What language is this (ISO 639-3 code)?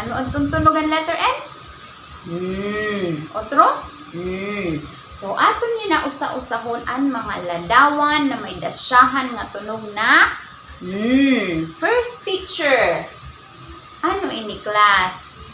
war